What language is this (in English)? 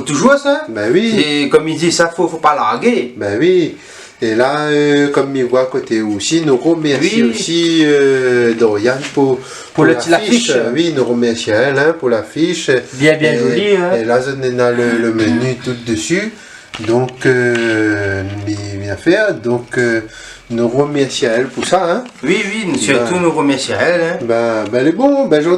Réunion Creole French